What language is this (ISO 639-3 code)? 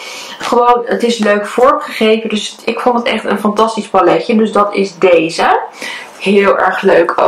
nld